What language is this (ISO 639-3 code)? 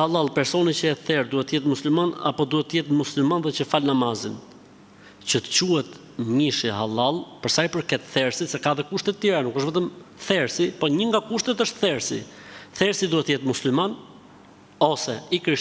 sqi